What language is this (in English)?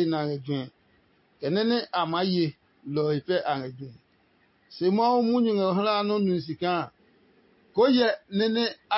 Adangme